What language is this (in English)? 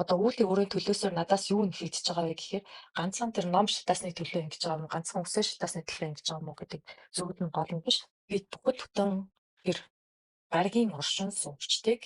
Mongolian